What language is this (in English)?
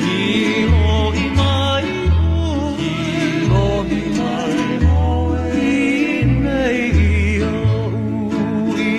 Hawaiian